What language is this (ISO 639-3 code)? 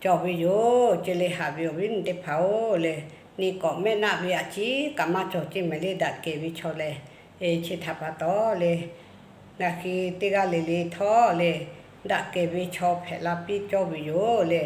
lhu